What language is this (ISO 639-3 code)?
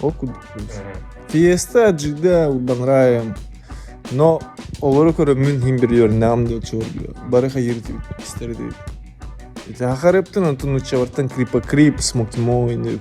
sah